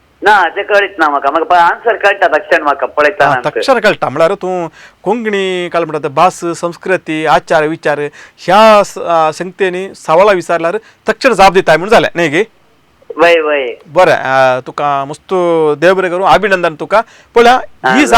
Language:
Konkani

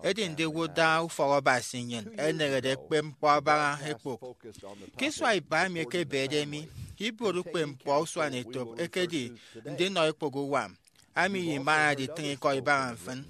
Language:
Efik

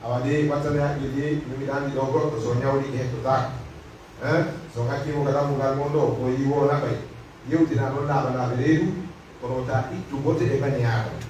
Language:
Pular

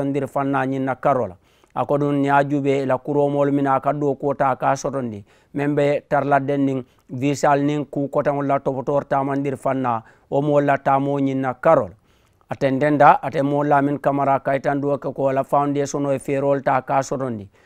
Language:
Mandingo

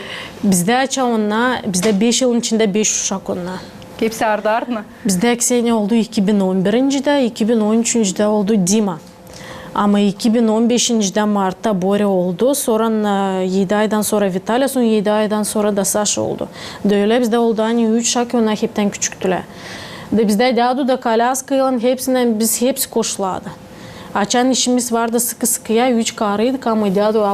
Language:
Gagauz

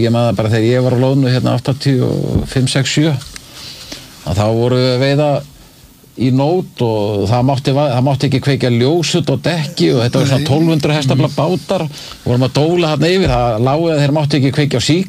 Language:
Icelandic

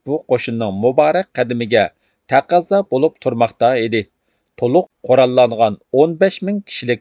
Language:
Uyghur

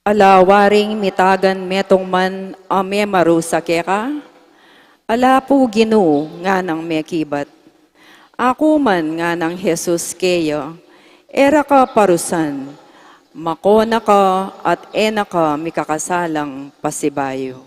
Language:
Pampanga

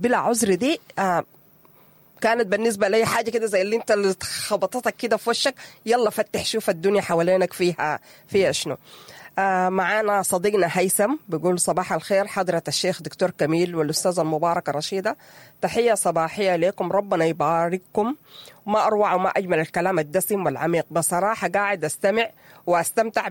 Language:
Sudanese Arabic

